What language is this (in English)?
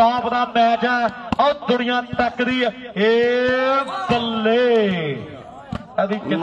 Punjabi